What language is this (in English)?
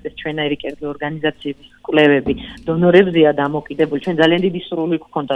Georgian